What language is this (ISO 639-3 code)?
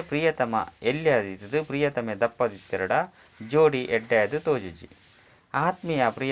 tcy